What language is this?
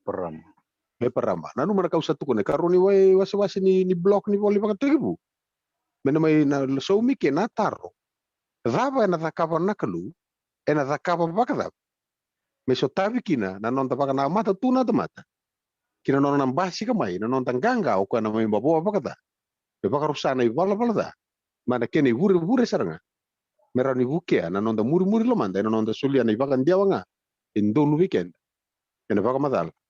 Fijian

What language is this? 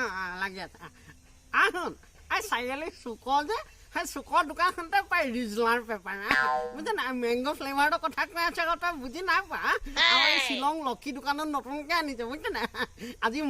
Assamese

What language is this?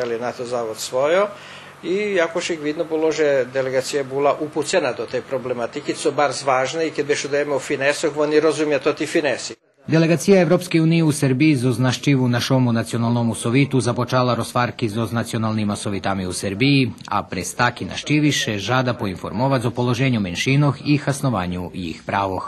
Rusyn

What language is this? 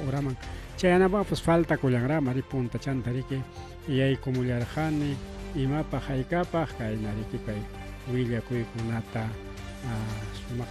Ayacucho Quechua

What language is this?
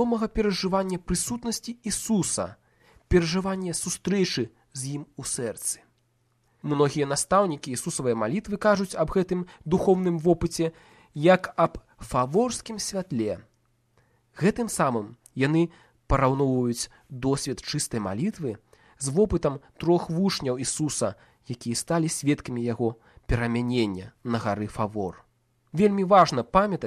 Belarusian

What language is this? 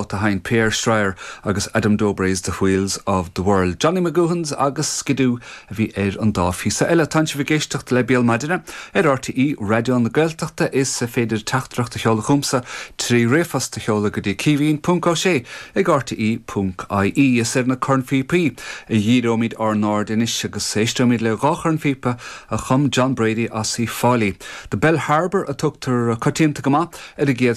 Irish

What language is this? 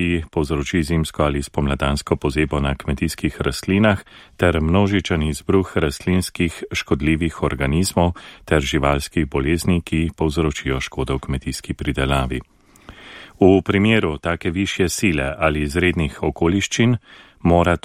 Slovenian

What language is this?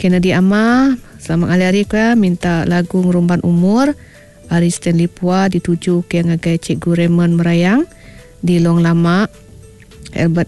Iban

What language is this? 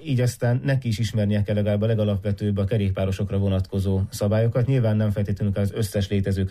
Hungarian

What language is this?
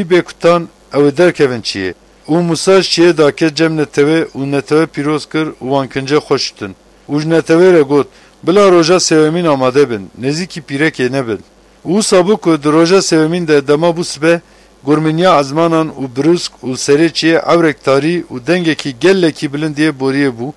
Kurdish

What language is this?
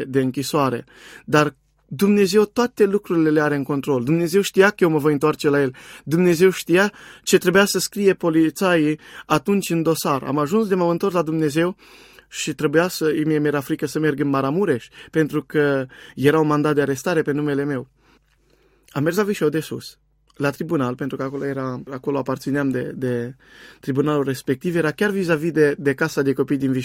Romanian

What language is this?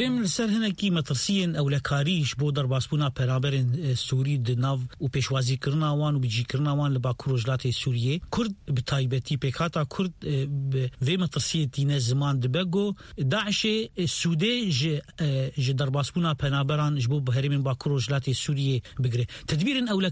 Kurdish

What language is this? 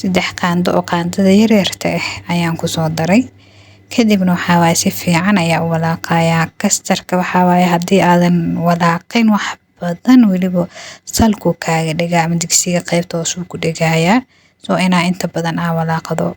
Somali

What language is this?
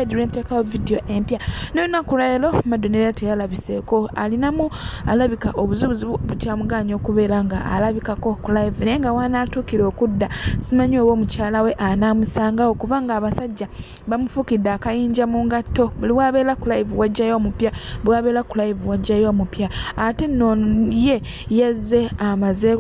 Ganda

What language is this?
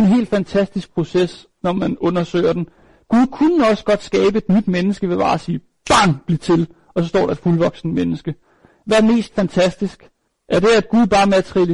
Danish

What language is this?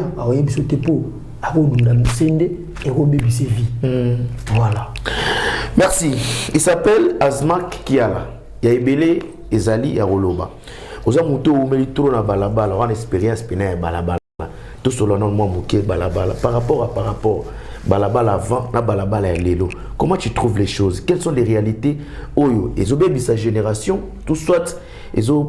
Lingala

